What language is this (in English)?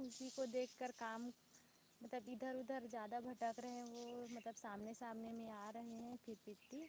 Chhattisgarhi